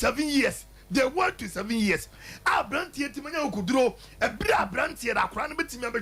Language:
Akan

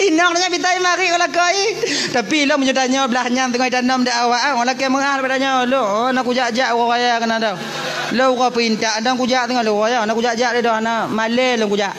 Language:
Achinese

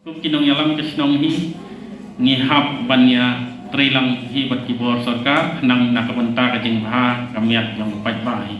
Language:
Khasi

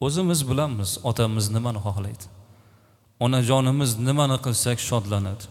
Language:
Uzbek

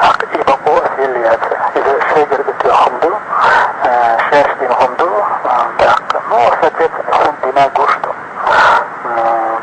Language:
Chechen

